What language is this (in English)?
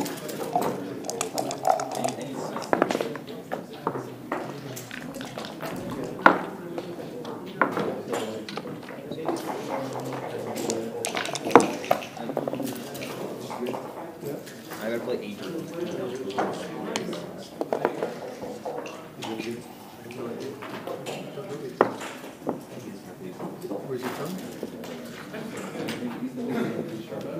English